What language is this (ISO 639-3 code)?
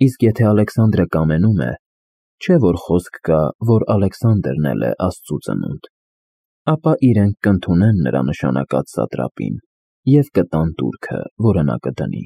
hye